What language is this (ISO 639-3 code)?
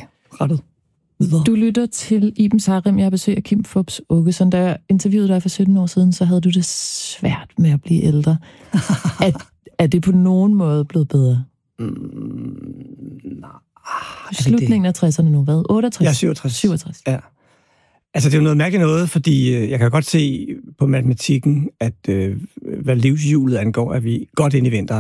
dan